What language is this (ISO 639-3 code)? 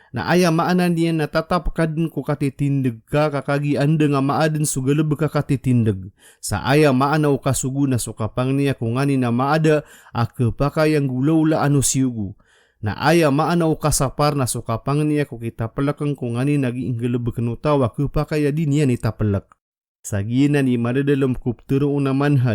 mrw